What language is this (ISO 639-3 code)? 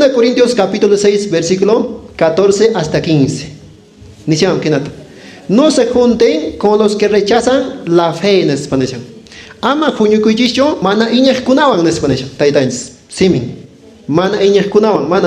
que